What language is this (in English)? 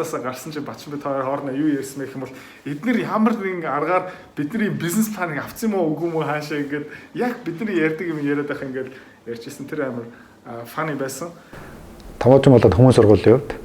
Mongolian